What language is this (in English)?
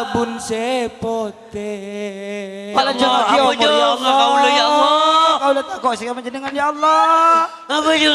Madurese